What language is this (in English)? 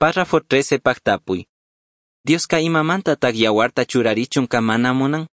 Chimborazo Highland Quichua